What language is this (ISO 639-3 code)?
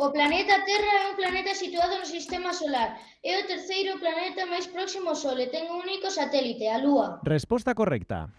glg